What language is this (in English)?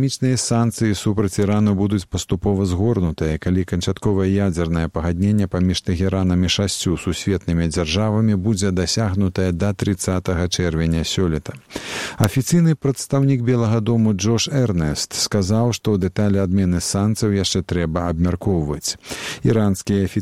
Belarusian